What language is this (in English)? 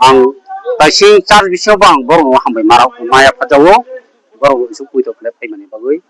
Kok Borok